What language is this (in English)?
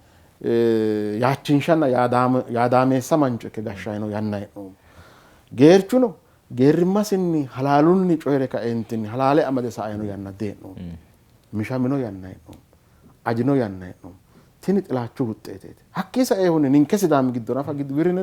Sidamo